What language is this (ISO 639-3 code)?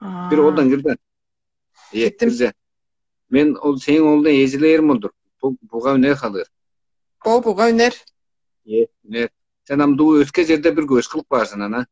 tyv